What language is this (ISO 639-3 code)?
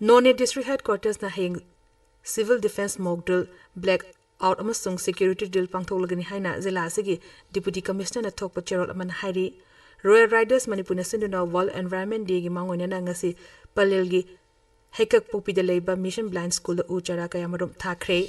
mni